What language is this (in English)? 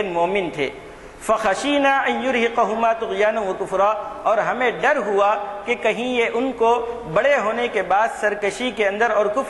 Urdu